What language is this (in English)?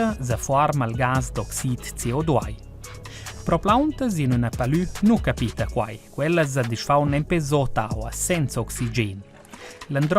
Romansh